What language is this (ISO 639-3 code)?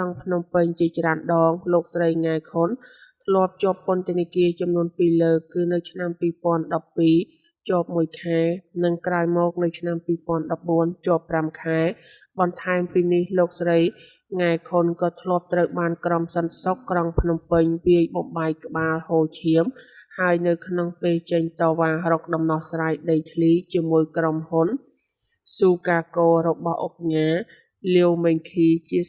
khm